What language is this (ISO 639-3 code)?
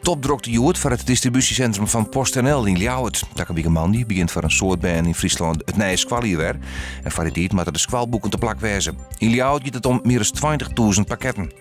fry